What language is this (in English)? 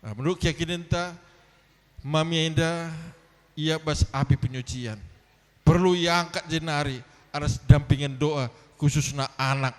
Batak Karo